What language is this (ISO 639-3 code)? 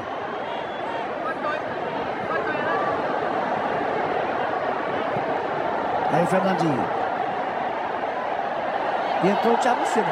por